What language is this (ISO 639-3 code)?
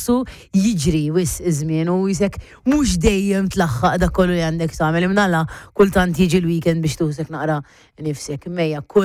mlt